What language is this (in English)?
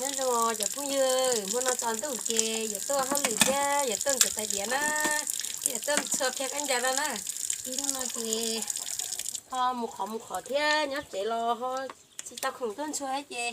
Hmong